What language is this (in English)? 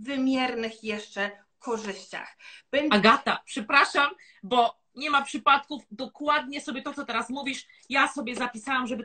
Polish